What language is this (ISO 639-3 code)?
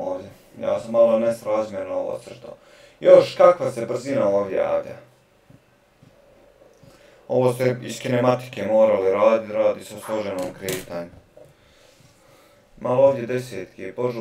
hrv